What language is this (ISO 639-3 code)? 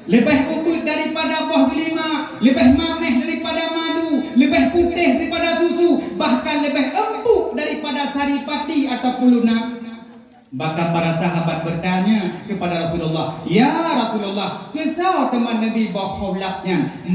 ace